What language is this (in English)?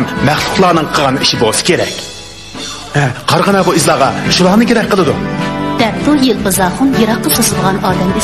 Uyghur